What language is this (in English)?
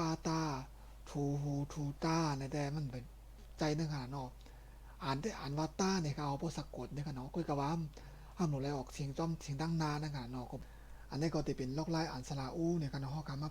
Shan